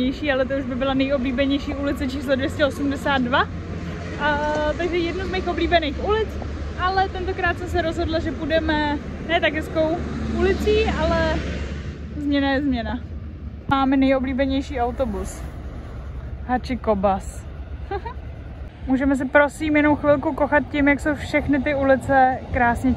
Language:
Czech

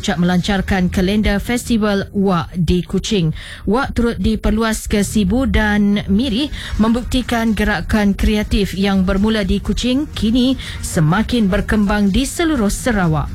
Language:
Malay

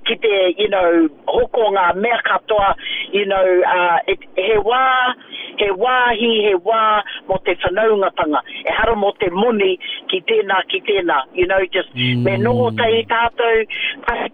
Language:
Māori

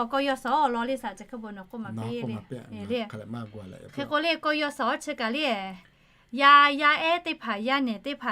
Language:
Lahu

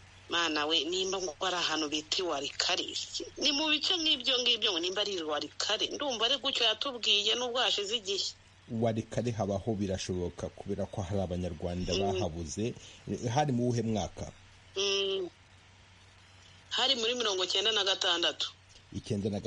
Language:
Kinyarwanda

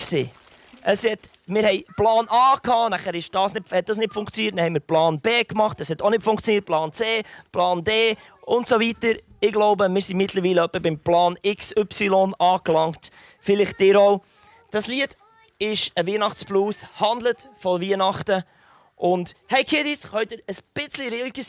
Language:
Swiss German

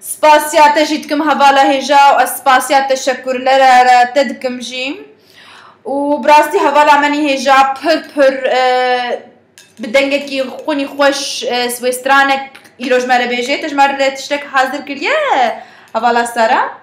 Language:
Kurdish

